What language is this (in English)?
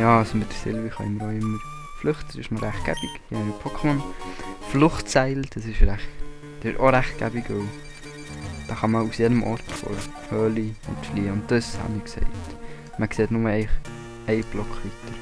Swiss German